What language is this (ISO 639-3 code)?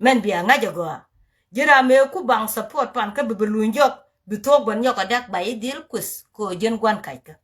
nus